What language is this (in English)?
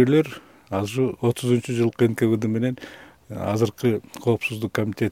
Kyrgyz